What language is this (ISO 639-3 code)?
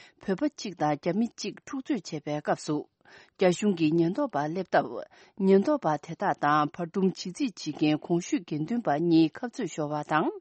bod